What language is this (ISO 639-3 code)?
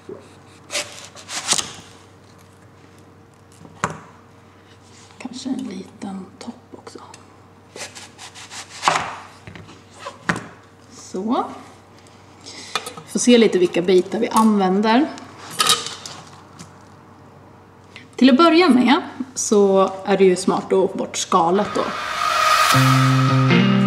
swe